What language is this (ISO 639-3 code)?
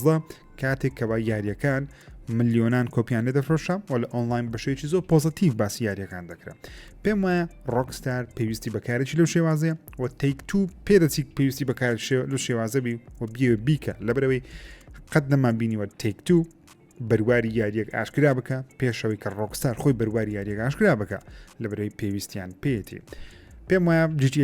ckb